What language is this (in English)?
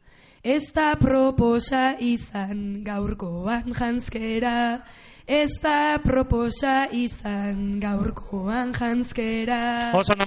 Basque